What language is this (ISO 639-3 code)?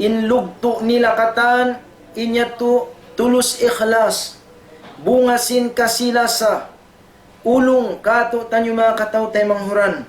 tsg